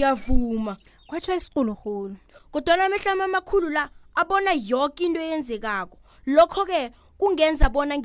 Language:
South Ndebele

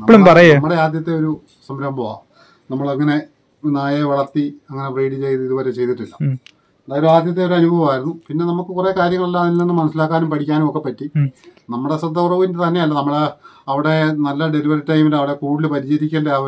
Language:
Malayalam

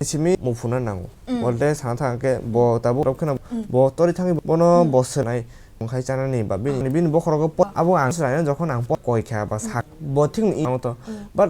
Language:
Kok Borok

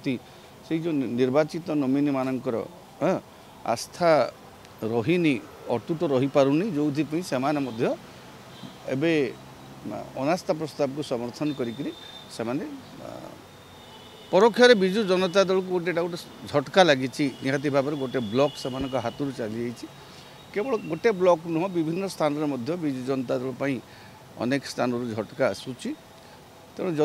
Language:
Odia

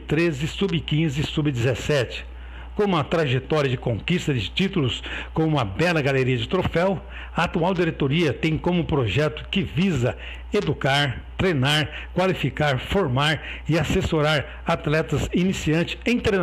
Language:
Portuguese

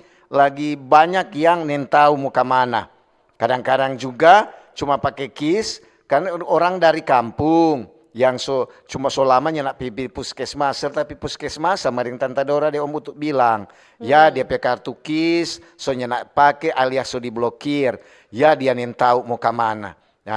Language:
Manado Malay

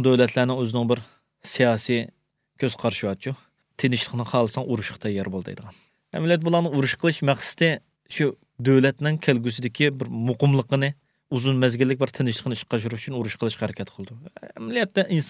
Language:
Uyghur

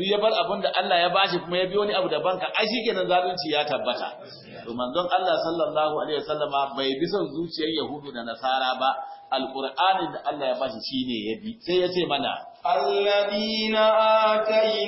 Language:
Hausa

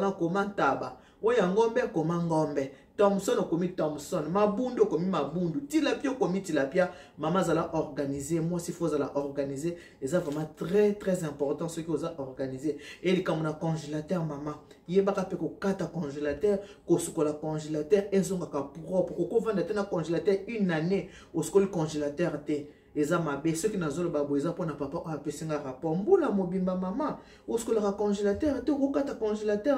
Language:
Lingala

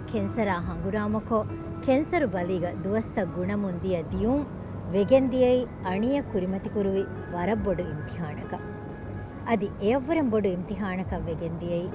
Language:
Divehi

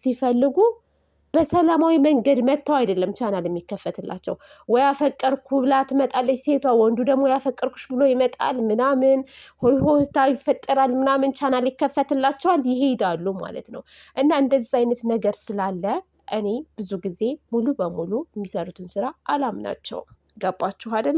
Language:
Amharic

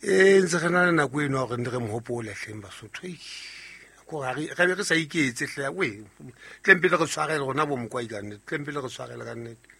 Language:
Southern Sotho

